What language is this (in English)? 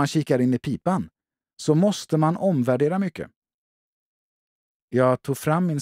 Swedish